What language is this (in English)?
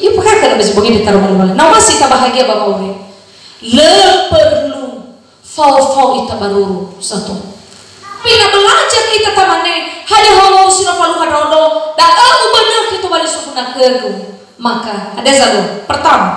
Nias